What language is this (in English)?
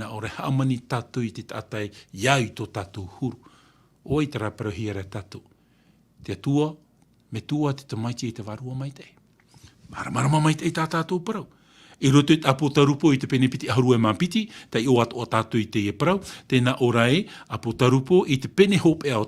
Tahitian